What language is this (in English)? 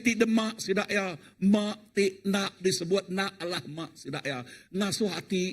Iban